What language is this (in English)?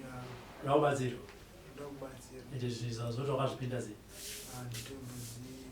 Shona